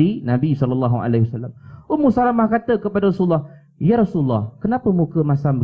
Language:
Malay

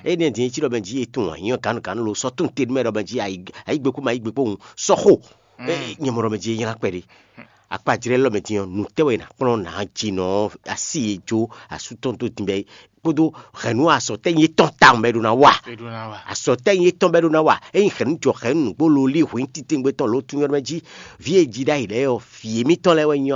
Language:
Fon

